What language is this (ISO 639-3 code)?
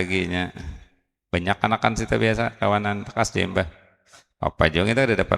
bjn